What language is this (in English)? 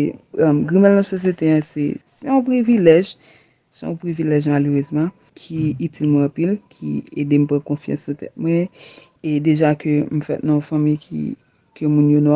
Haitian Creole